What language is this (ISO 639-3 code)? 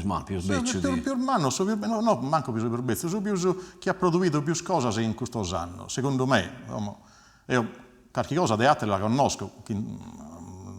srd